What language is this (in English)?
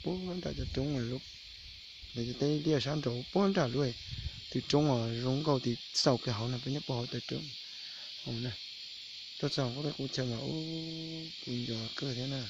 Hmong